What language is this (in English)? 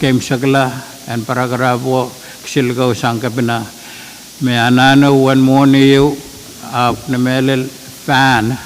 Pohnpeian